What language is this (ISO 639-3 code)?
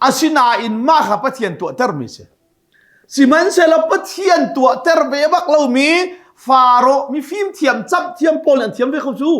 cnh